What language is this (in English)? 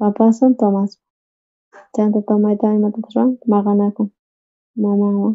South Bolivian Quechua